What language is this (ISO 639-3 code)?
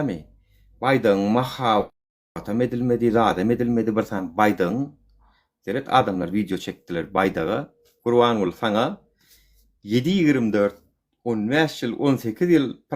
tuk